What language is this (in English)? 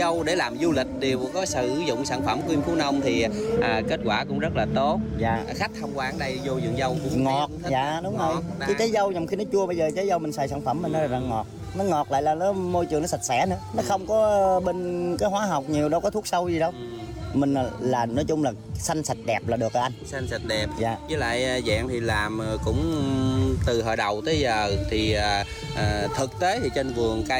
Vietnamese